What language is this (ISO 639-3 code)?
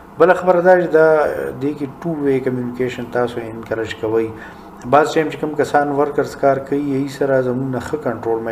pus